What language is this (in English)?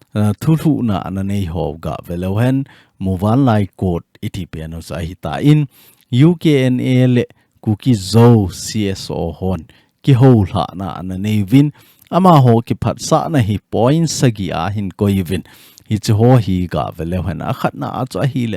Thado Chin